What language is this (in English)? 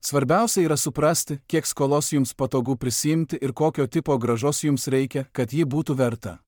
Lithuanian